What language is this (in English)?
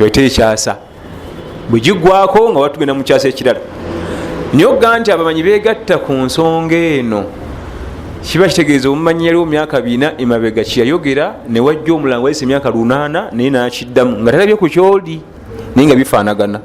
Ganda